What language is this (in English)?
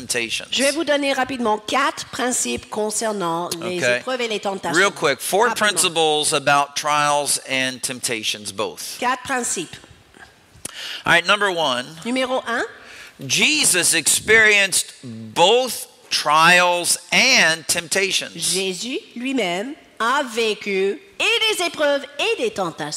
French